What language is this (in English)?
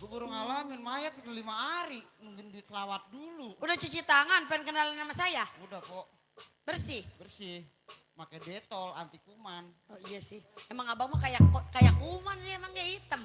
Betawi